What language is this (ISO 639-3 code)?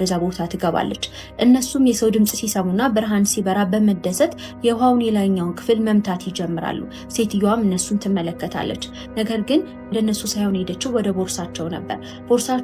amh